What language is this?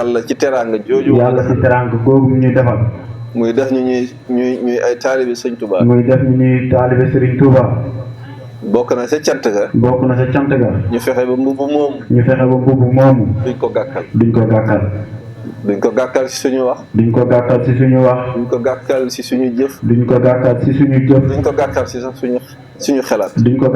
Wolof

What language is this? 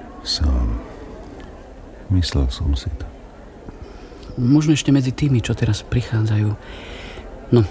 Slovak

